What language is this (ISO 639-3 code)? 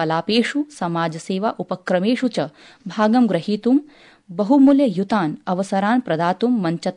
san